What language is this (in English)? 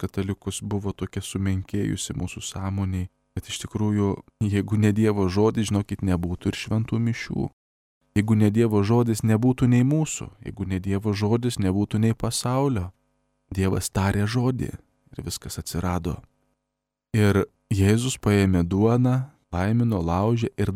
Lithuanian